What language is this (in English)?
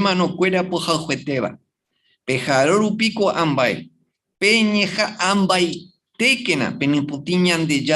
Guarani